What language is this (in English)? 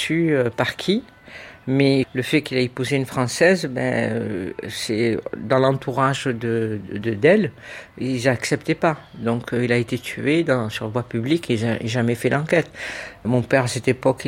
French